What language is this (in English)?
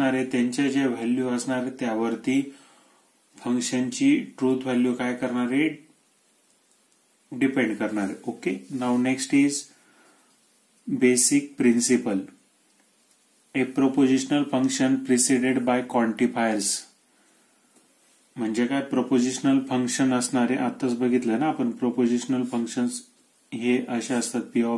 Marathi